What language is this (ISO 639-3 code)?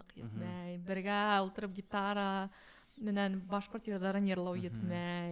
bak